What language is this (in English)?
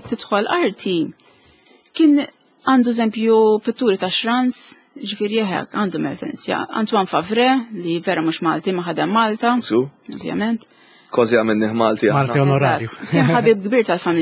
Maltese